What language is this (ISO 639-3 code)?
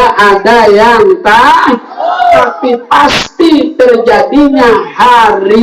bew